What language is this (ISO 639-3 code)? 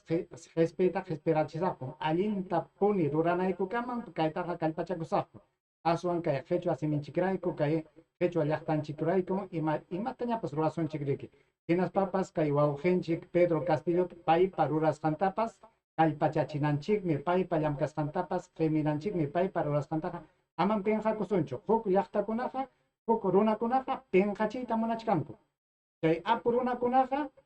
quy